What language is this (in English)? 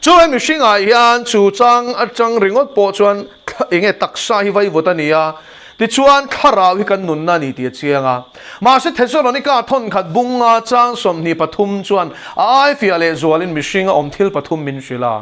Mizo